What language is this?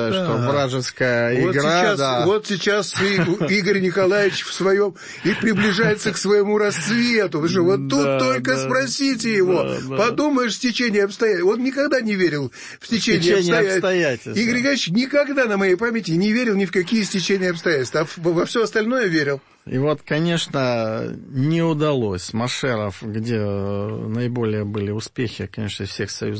Russian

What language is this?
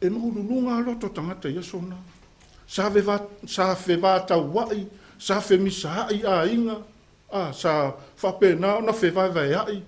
Samoan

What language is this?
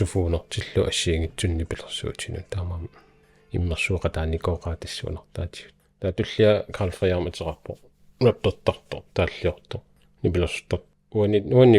Kalaallisut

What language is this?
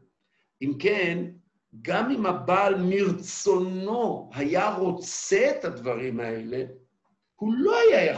Hebrew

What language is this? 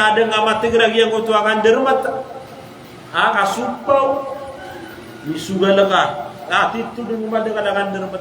Maranao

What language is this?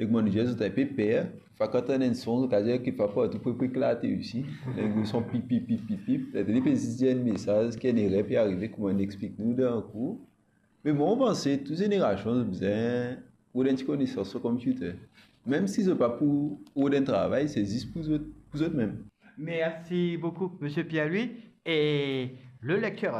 Morisyen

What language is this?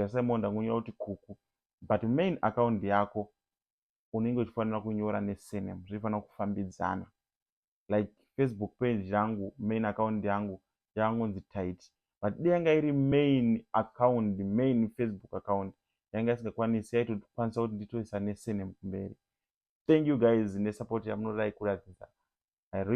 Shona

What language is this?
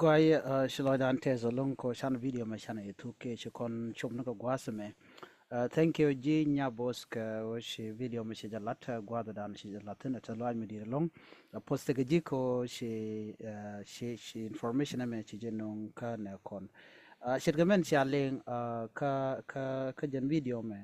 Nuer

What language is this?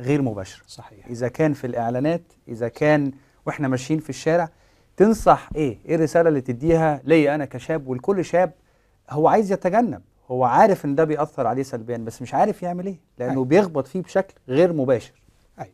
Egyptian Arabic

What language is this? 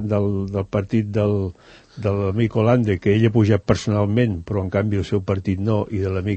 Catalan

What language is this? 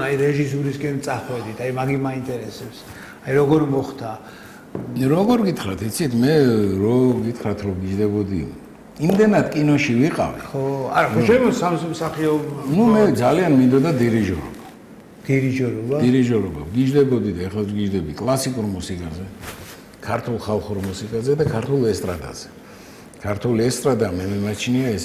Georgian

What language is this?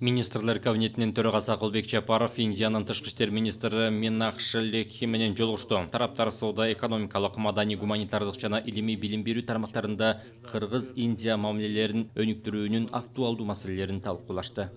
Kyrgyz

